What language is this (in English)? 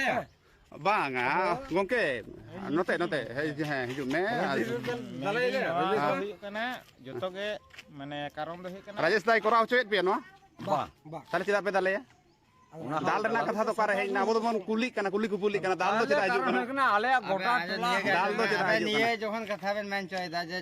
Santali